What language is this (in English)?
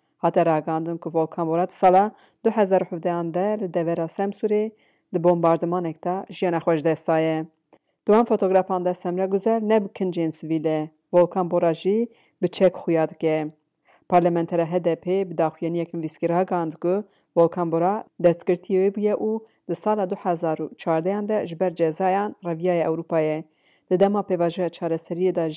Kurdish